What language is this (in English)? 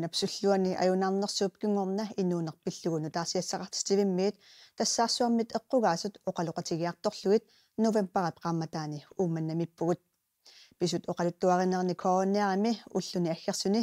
Kalaallisut